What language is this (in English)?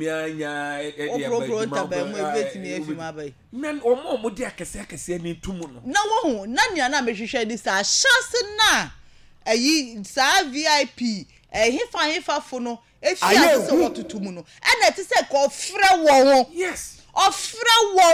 Akan